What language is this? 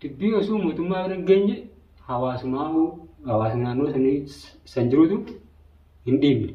Oromo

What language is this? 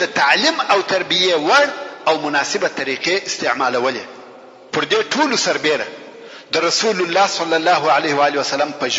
Pashto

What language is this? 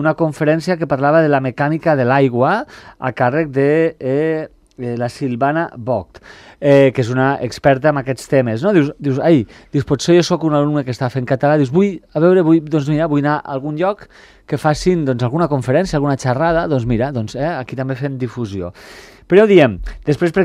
Catalan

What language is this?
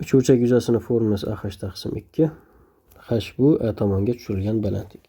Uzbek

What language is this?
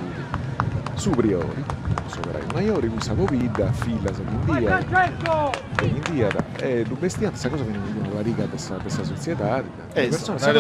Sardinian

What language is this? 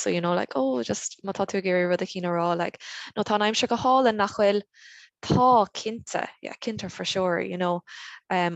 Irish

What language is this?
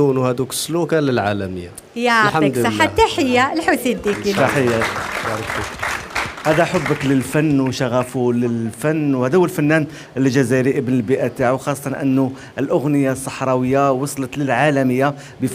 Algerian Arabic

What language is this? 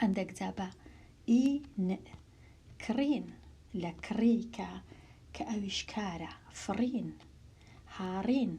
Central Kurdish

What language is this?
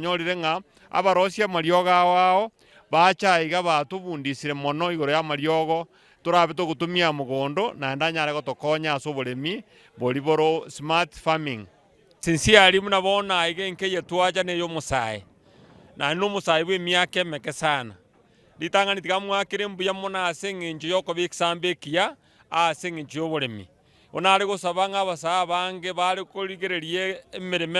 Gusii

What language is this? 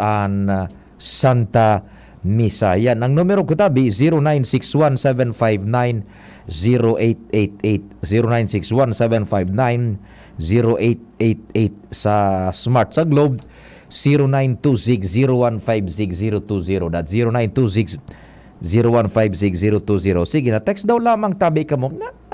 Bikol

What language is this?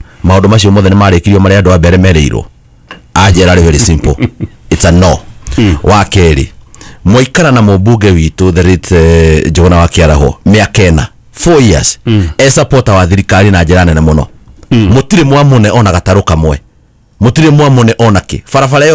Kikuyu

